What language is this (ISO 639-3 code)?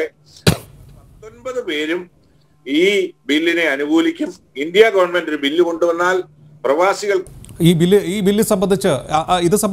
mal